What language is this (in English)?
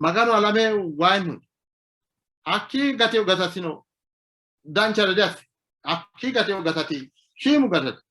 Sidamo